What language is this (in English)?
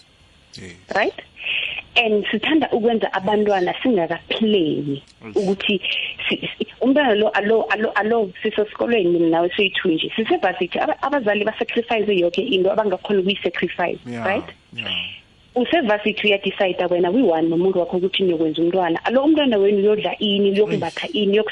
South Ndebele